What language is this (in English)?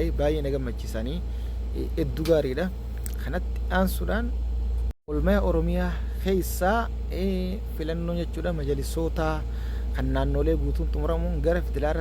Oromo